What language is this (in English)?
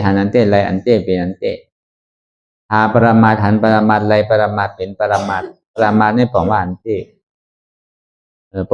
Shan